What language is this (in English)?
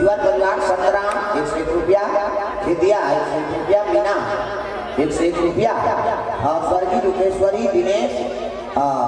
Chhattisgarhi